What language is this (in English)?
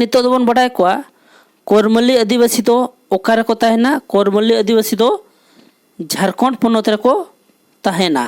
Santali